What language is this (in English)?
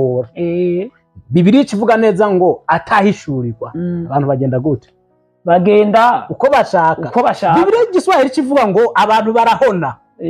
Rundi